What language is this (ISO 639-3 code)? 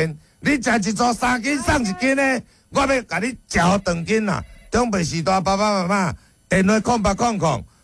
nan